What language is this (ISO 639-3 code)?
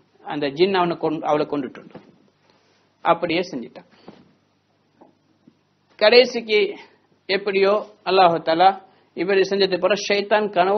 tam